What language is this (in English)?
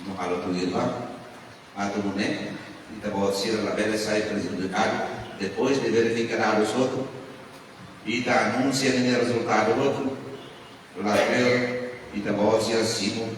Tetum